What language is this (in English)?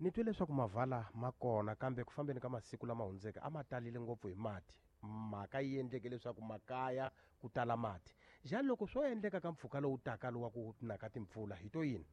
Tsonga